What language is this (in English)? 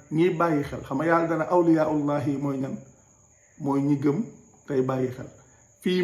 Wolof